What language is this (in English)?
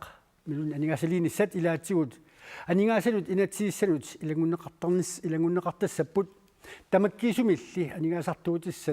Kalaallisut